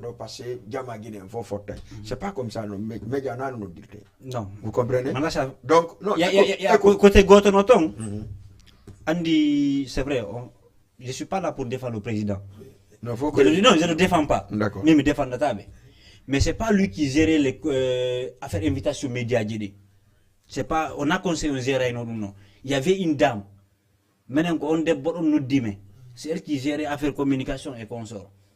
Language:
Fula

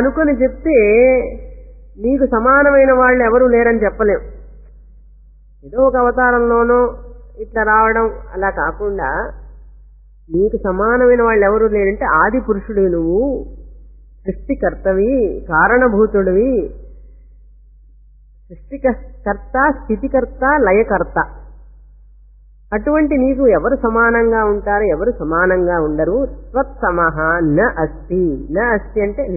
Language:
Telugu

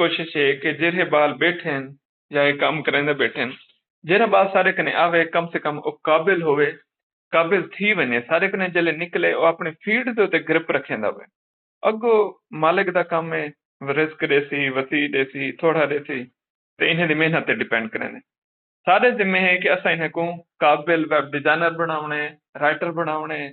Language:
Saraiki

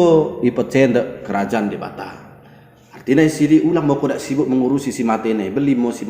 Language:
Batak Dairi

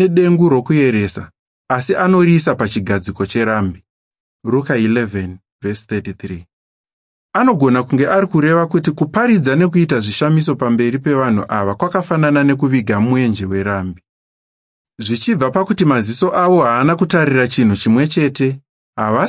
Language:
Shona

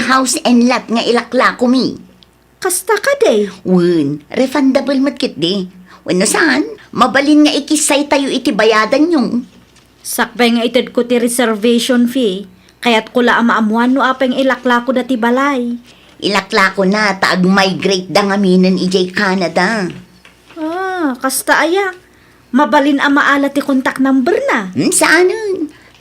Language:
Iloko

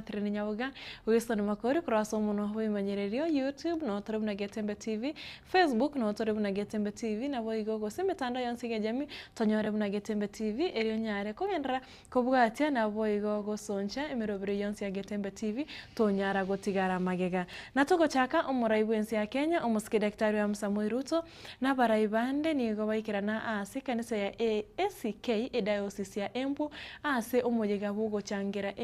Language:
Gusii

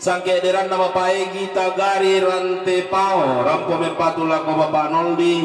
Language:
Toraja-Sa'dan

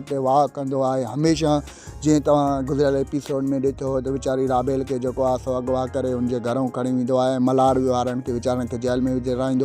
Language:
Sindhi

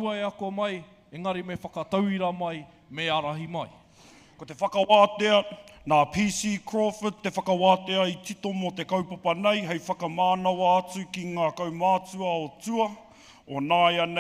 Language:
Māori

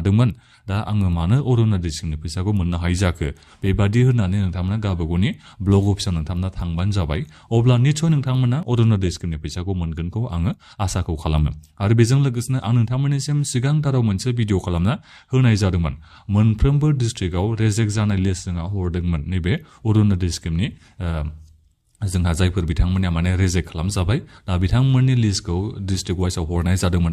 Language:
Bodo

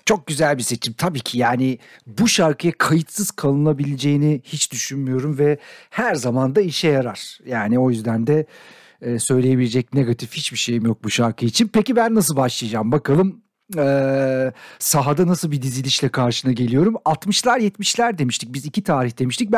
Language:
Turkish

